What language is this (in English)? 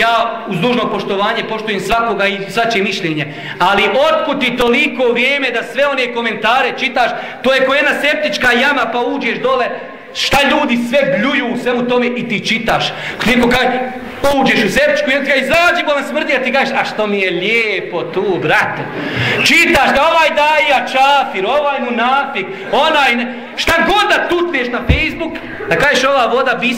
Bosnian